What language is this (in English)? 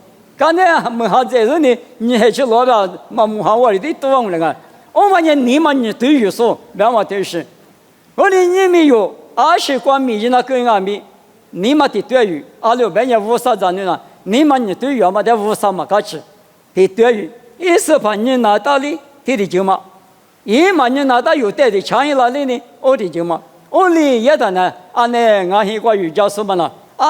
Lisu